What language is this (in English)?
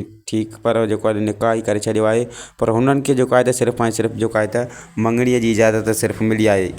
Sindhi